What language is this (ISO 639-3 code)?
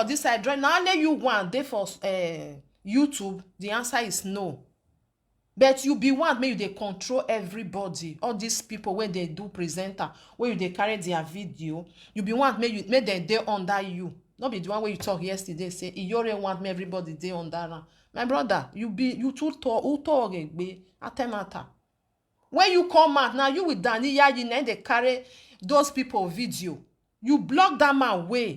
pcm